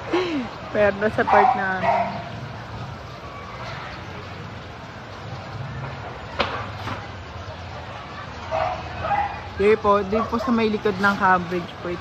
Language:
Filipino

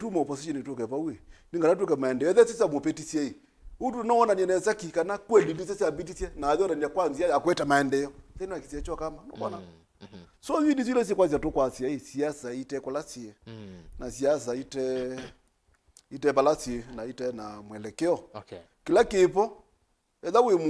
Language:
Kamba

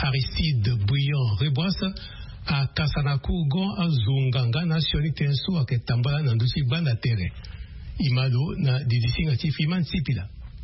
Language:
Sango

